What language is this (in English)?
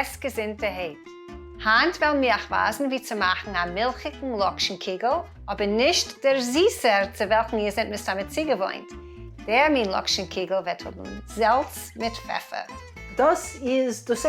Yiddish